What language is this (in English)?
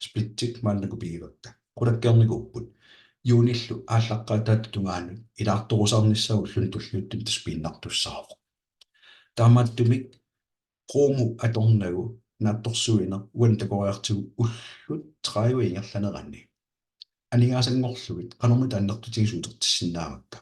Kalaallisut